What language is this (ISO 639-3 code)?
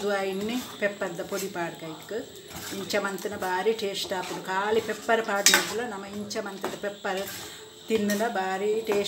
tcy